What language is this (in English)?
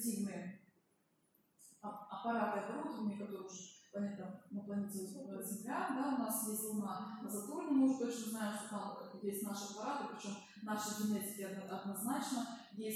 Russian